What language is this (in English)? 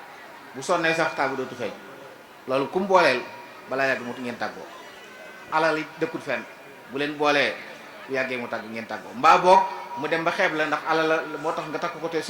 Wolof